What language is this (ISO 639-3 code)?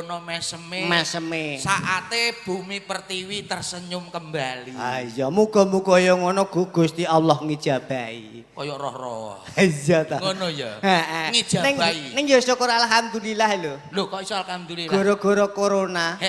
jav